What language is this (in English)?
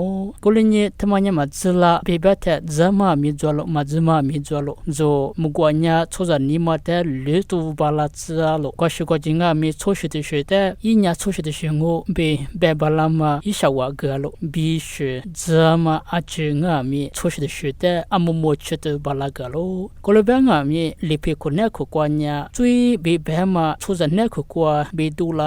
Lisu